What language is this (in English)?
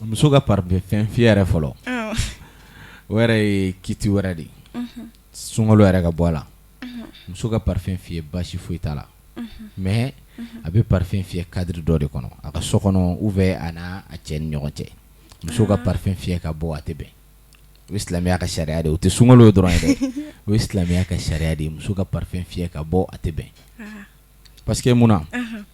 Bambara